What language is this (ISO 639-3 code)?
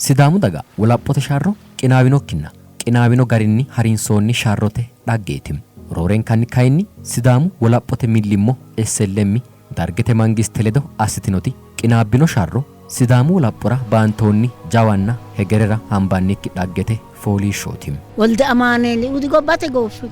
sid